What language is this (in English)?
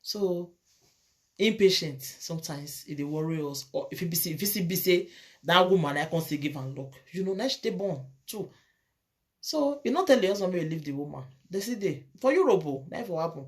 Nigerian Pidgin